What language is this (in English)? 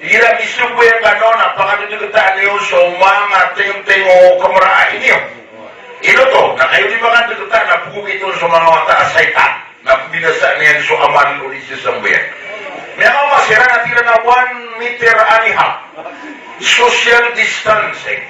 Maranao